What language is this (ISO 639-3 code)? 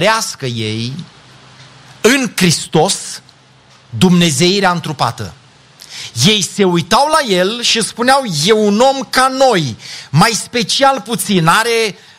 ron